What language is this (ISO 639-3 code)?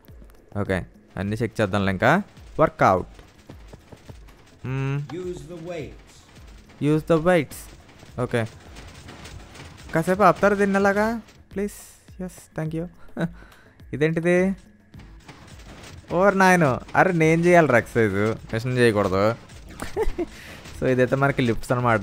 tel